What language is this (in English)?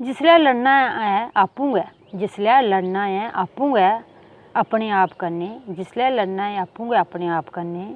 Dogri